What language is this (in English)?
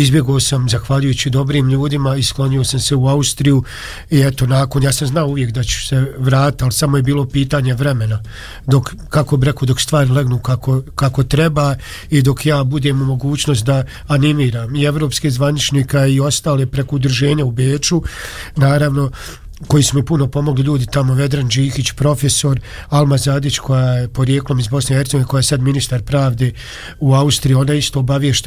Bosnian